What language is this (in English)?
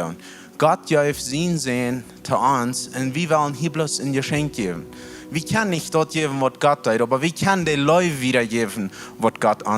Plautdietsch